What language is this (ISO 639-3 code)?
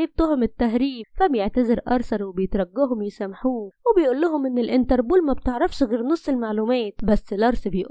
arz